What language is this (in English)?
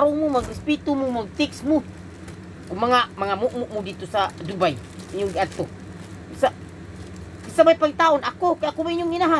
Cebuano